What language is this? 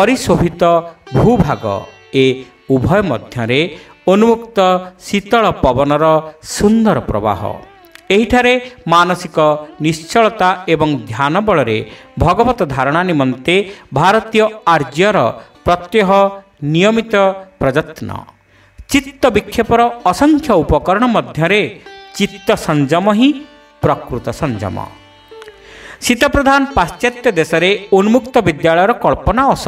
Odia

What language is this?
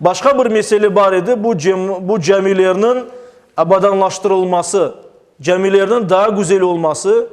Crimean Tatar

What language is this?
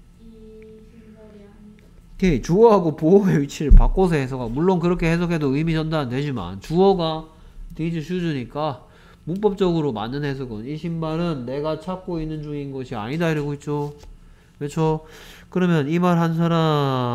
Korean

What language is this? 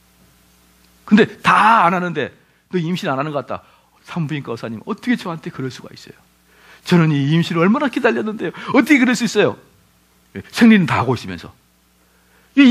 Korean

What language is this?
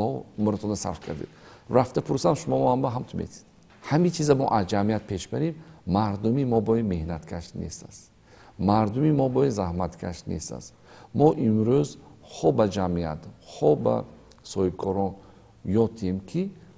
Tajik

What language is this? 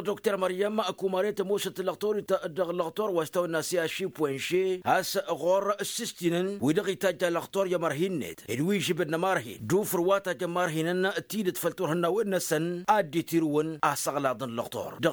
Tamasheq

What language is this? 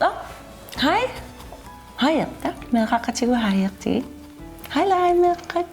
Kalaallisut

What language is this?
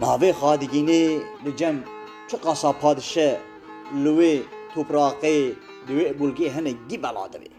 Kurdish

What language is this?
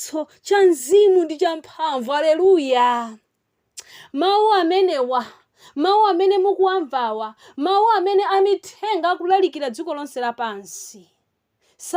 Nyanja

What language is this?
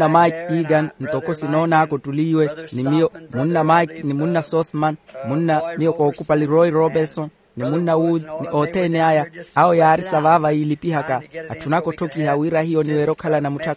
Makhuwa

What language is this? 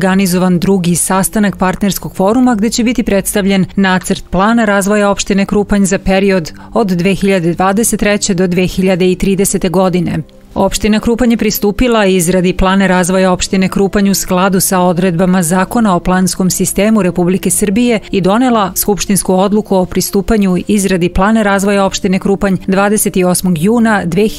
Serbian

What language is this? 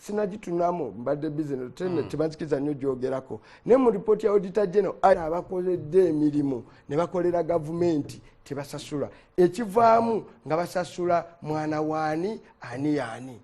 Ganda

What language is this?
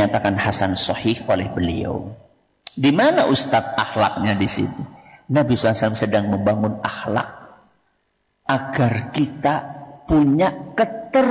Indonesian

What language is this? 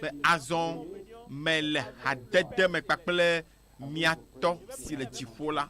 Ewe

